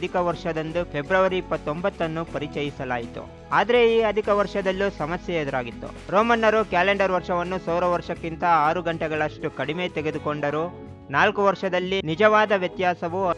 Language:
Kannada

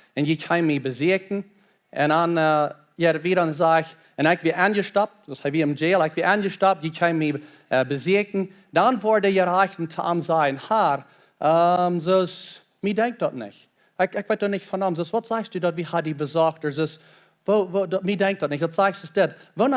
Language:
Plautdietsch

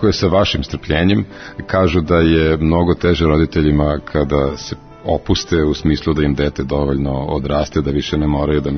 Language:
Serbian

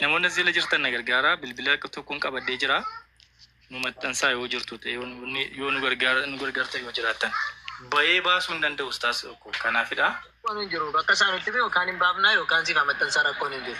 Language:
Oromo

